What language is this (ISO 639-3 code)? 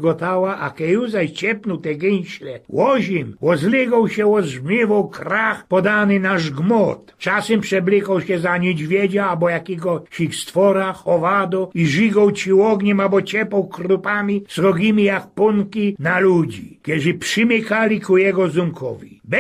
szl